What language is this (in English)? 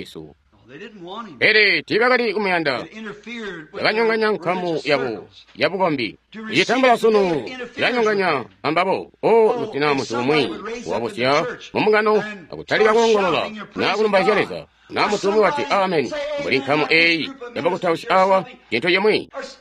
Tonga (Zambia)